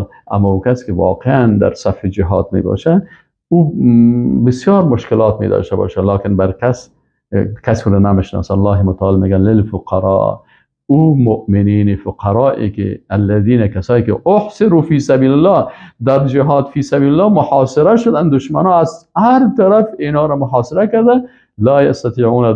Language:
Persian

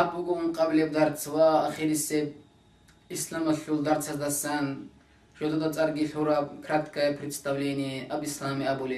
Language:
Avaric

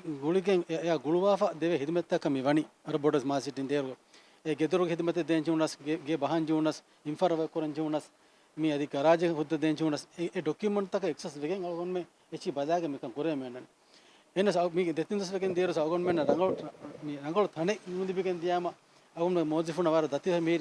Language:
Divehi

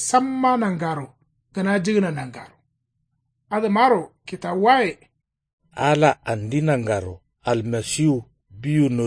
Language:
Kanuri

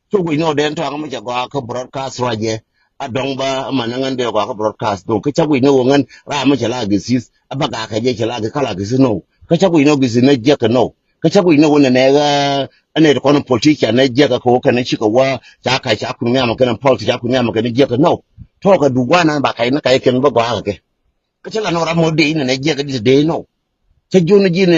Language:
Nuer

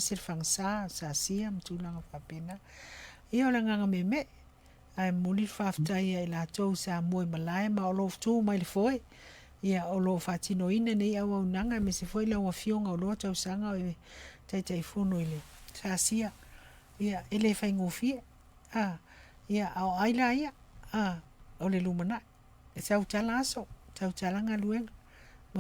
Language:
Samoan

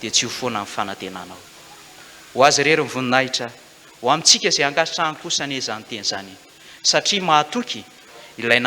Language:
Malagasy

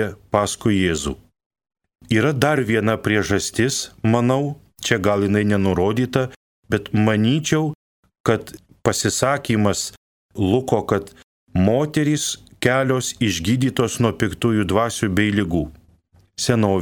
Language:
Lithuanian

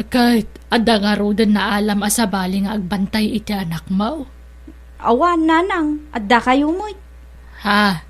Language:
Iloko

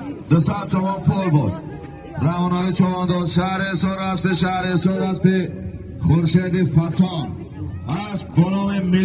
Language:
Tajik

